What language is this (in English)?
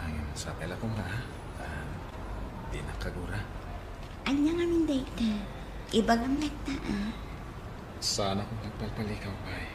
Iloko